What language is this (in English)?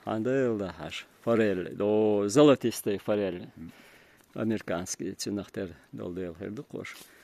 Chechen